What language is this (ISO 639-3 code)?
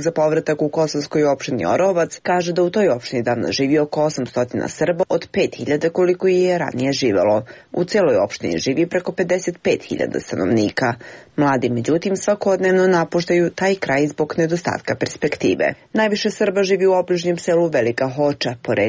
srp